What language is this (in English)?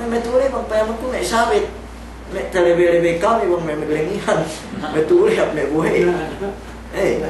Yakan